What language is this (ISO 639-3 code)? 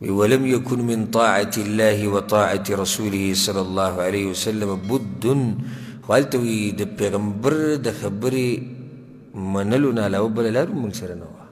pus